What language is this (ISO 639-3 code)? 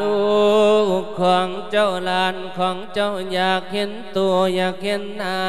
lao